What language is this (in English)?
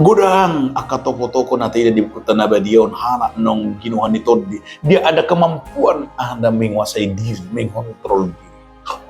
Batak Toba